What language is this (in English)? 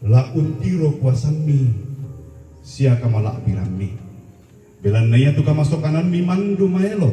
Toraja-Sa'dan